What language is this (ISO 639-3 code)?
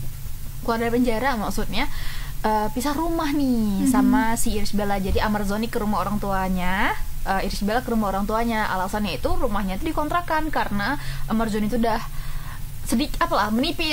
ind